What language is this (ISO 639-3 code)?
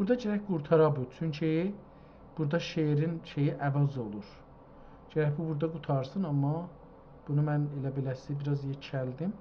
azb